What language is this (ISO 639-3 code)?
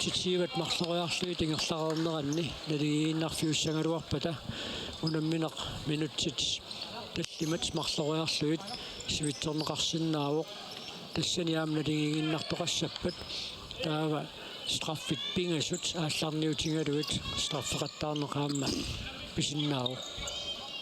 kal